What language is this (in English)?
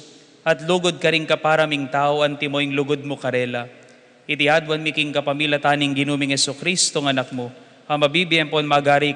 Pampanga